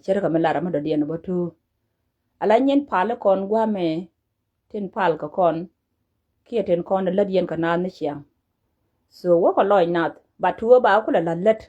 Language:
Nuer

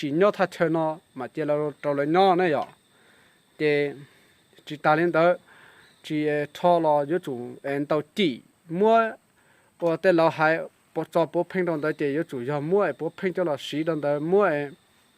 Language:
Hmong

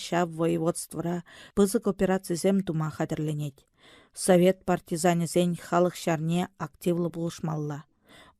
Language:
Chuvash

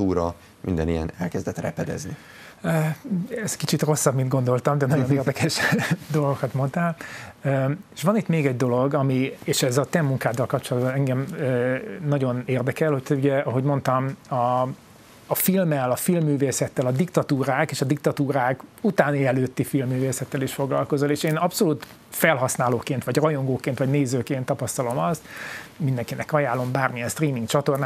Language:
Hungarian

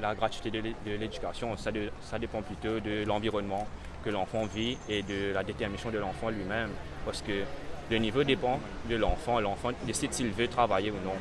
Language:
Morisyen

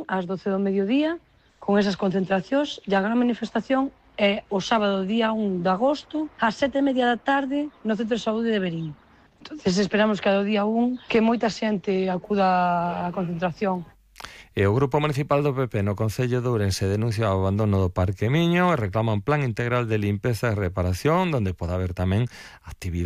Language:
Galician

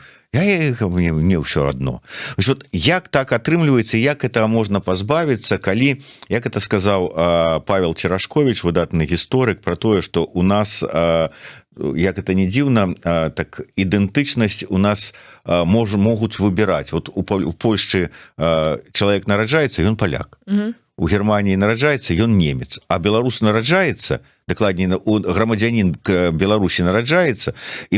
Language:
Belarusian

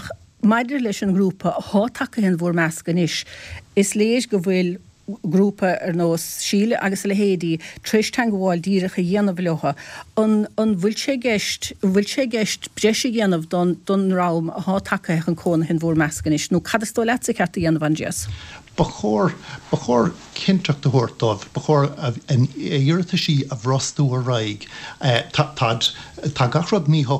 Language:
Irish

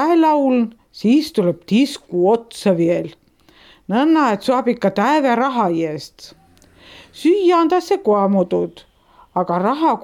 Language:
Estonian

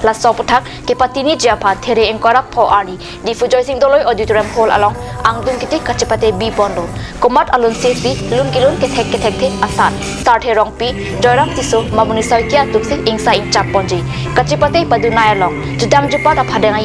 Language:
Karbi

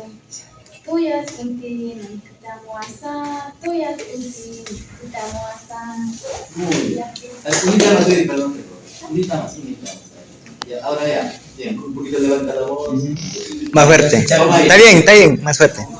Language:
Aguaruna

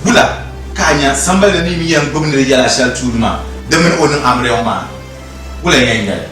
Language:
Dagbani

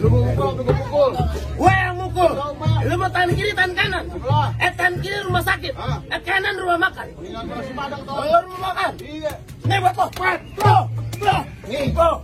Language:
Betawi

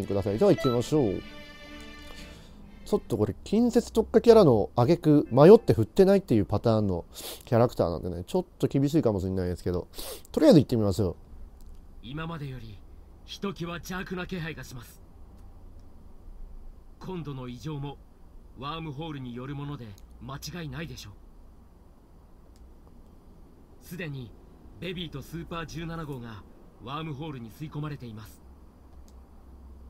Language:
Japanese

